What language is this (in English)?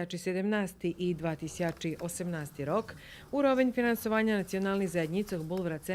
Rusyn